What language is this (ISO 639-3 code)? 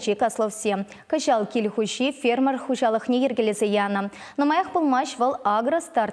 chv